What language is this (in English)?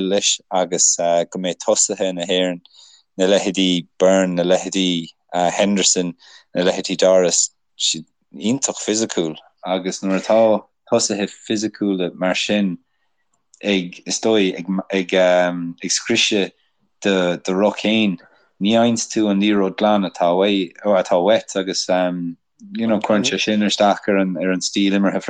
Irish